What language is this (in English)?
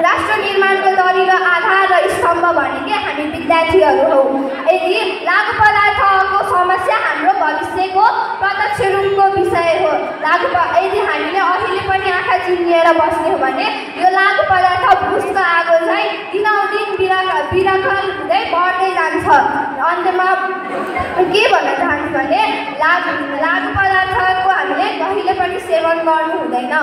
Nepali